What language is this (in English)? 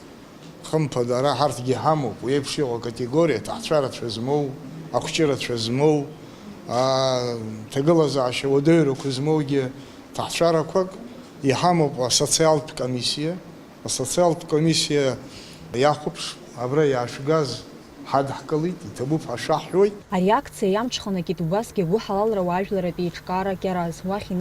Abkhazian